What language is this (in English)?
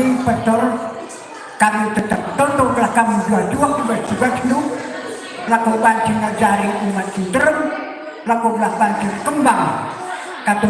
Batak Karo